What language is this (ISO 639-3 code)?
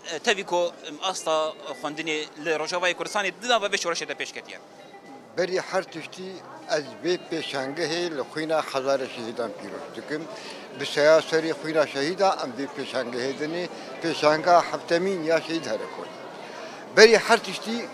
kur